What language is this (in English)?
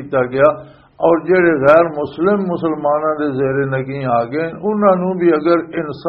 Western Panjabi